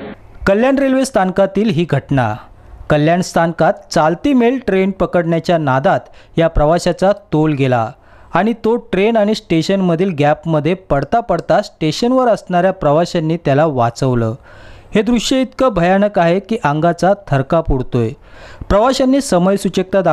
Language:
Marathi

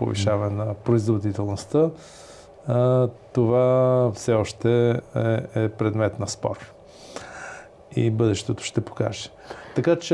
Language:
Bulgarian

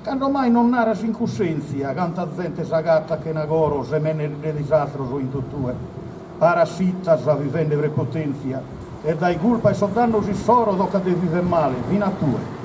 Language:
Sardinian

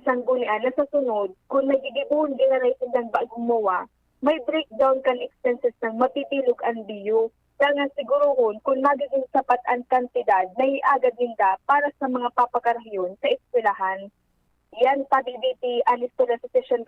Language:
Bikol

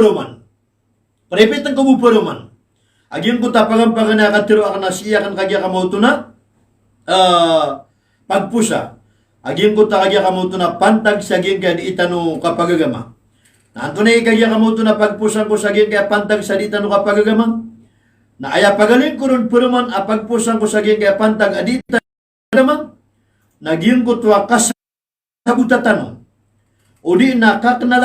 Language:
Maranao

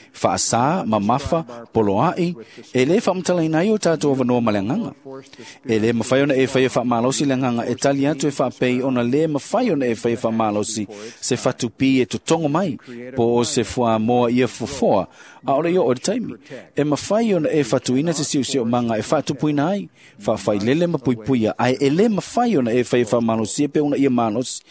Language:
Samoan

